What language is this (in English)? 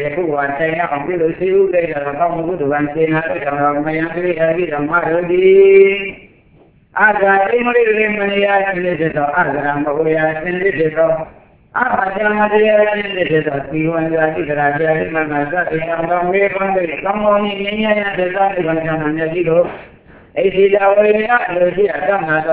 Burmese